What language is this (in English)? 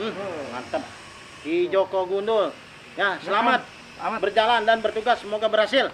Betawi